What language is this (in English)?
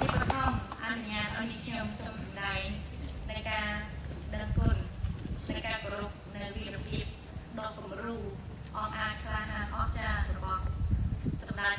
Khmer